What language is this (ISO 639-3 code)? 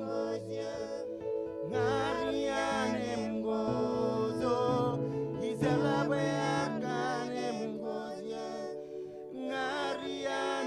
mah